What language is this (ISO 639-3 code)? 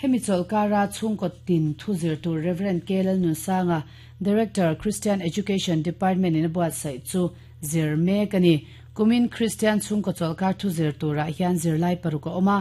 lus